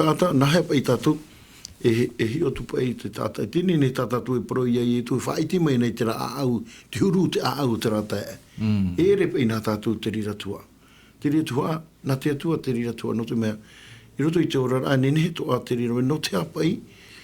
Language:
Tahitian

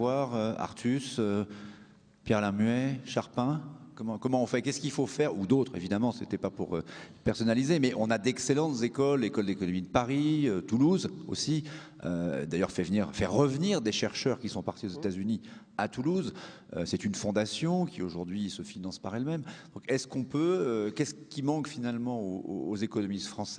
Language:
French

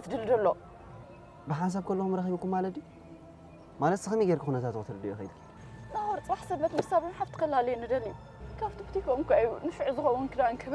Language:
Tigrinya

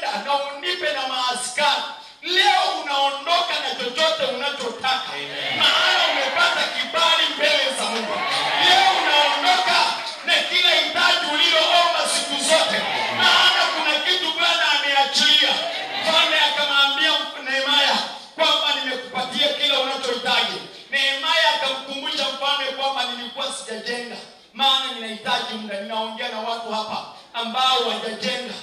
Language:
Swahili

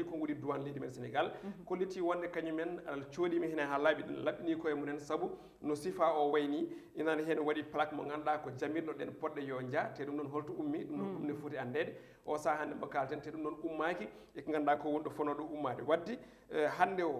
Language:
Fula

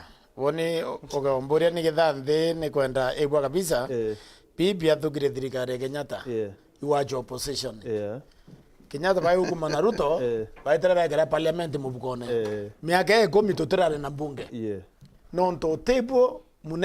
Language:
Meru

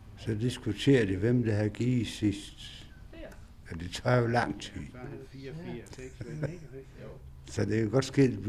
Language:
Danish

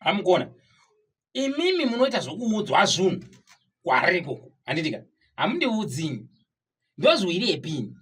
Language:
Shona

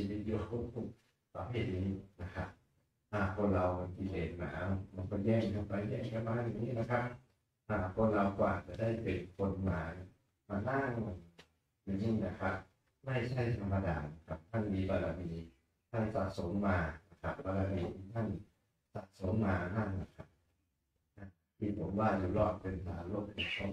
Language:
Thai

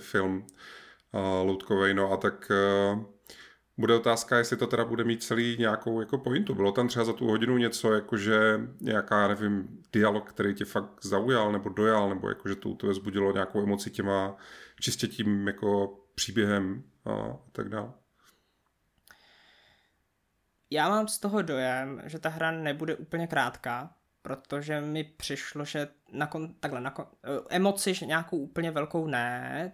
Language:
Czech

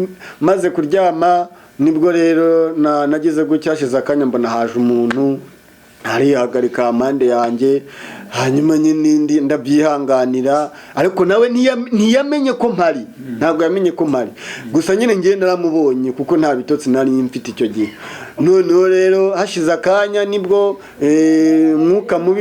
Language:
Kinyarwanda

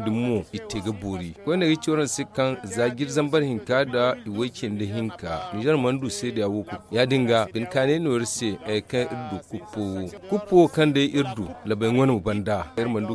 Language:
Zarma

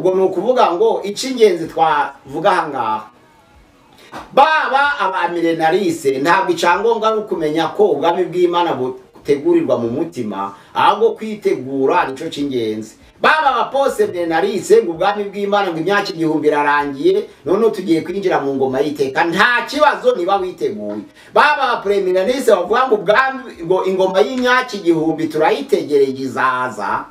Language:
Kinyarwanda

